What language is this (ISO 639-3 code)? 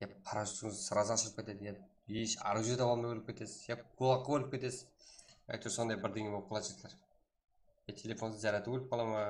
kaa